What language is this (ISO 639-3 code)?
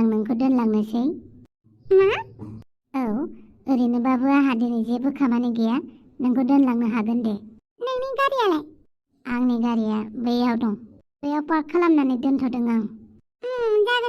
brx